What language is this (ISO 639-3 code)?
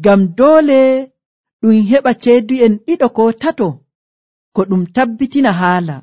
fuv